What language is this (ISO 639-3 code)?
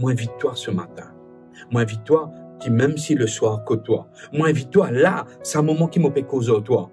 mfe